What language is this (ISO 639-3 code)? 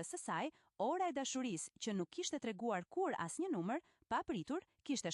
sqi